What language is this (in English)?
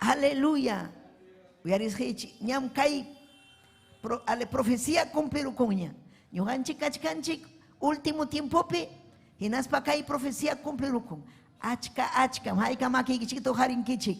Ayacucho Quechua